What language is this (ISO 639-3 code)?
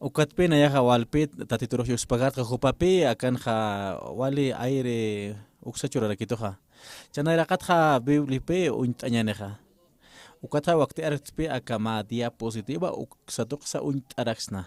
aym